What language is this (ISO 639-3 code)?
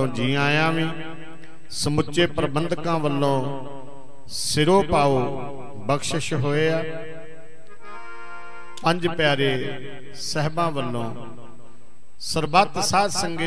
pan